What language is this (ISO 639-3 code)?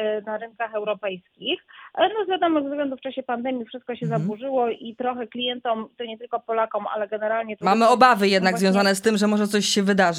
pol